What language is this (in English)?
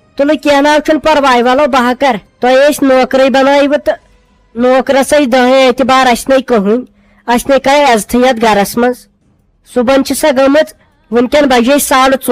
Kashmiri